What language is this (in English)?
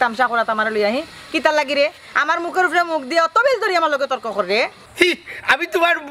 Sylheti